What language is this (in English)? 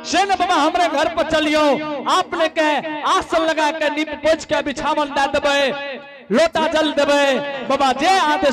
Angika